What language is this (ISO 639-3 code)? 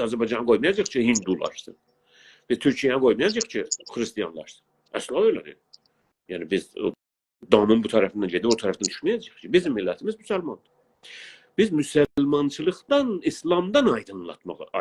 azb